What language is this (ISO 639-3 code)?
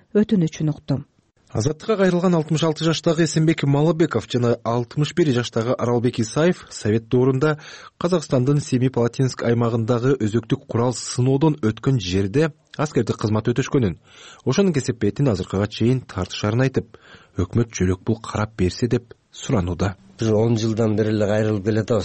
kir